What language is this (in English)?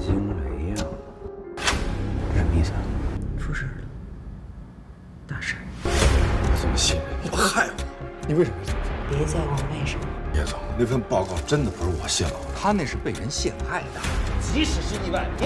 Chinese